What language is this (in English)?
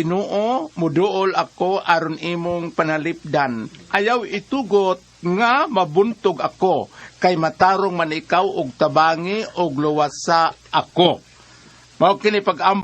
Cebuano